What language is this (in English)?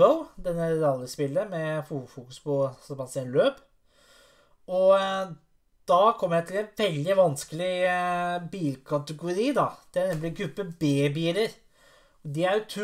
Norwegian